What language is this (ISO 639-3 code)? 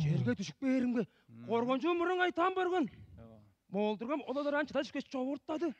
tyv